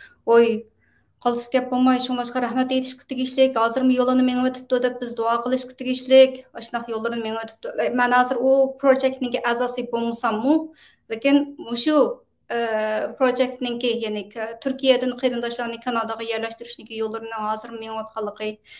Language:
Uyghur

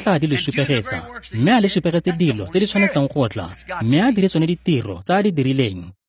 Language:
Tswana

